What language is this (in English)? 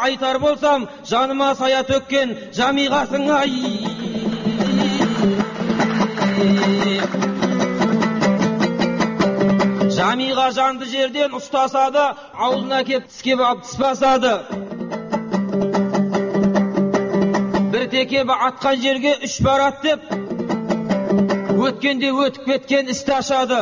Kazakh